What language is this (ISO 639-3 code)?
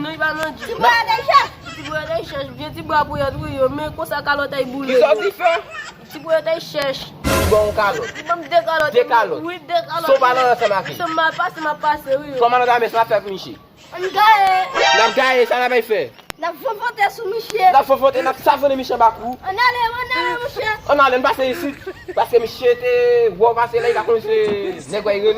hat